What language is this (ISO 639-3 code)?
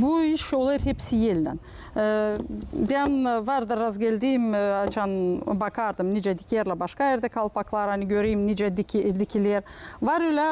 gag